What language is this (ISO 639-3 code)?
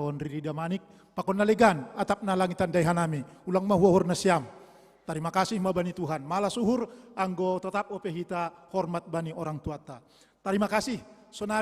bts